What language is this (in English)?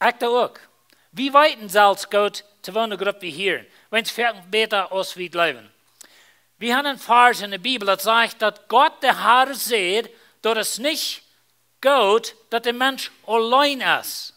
Plautdietsch